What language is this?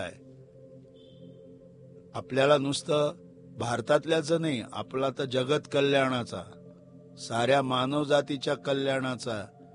Marathi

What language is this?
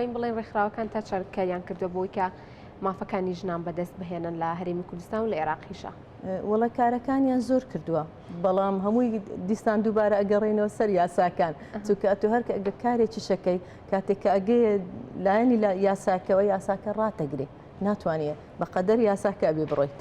Central Kurdish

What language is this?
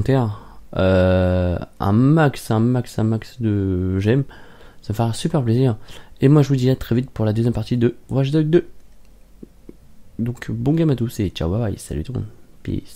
French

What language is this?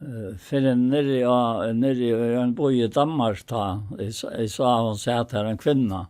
Faroese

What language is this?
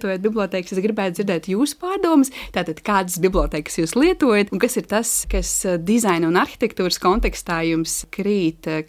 Latvian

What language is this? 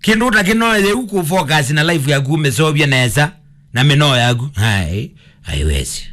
Kamba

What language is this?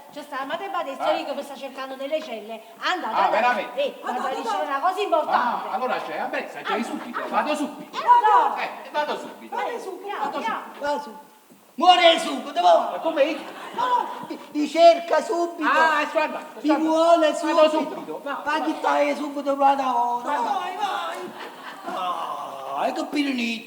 Neapolitan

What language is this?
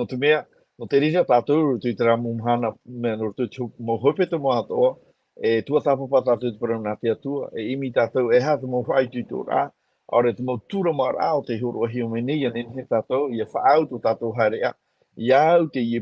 Tahitian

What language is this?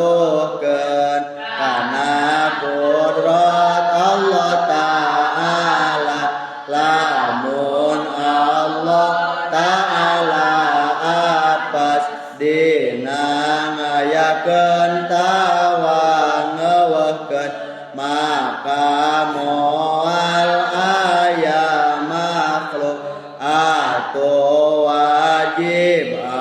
Sundanese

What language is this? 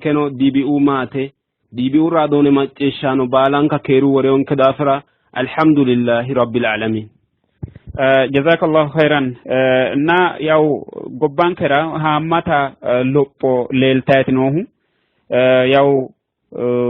Sidamo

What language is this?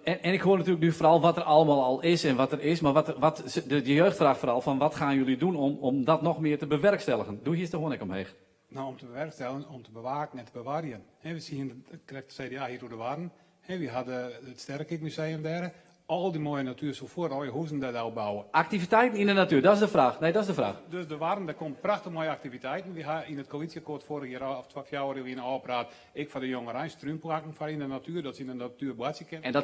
Western Frisian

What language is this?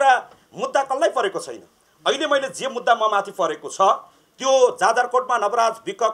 Nepali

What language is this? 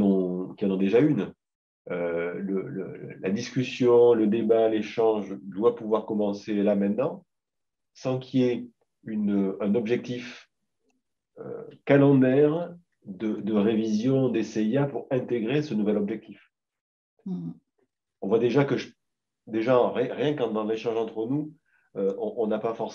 French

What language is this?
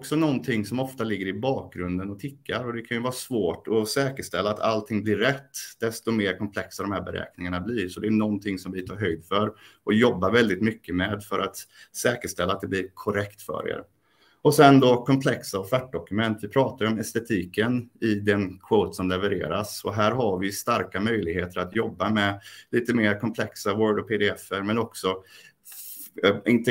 Swedish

